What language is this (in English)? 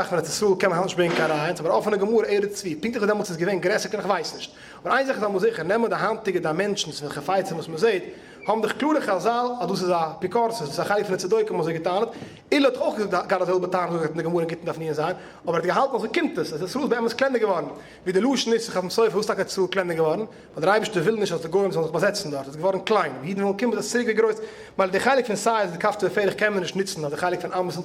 Yiddish